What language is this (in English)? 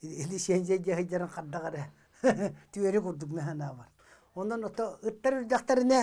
Yakut